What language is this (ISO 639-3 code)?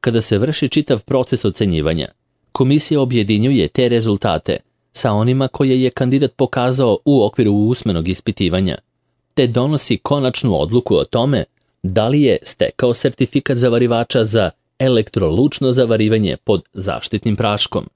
srp